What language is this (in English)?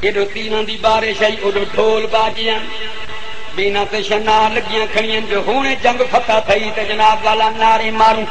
Saraiki